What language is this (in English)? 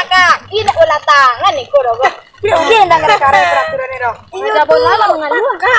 Minangkabau